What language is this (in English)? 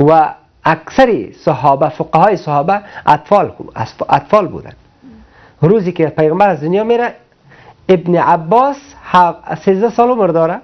Persian